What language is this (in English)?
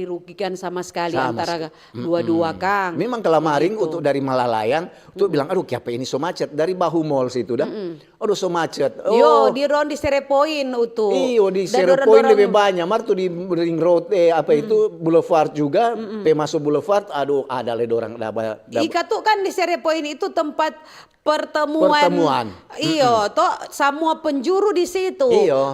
Manado Malay